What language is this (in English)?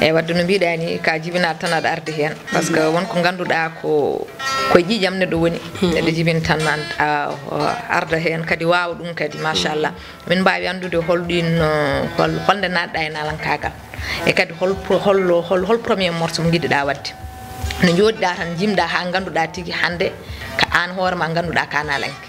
Fula